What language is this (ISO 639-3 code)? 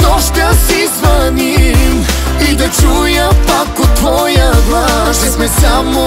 bul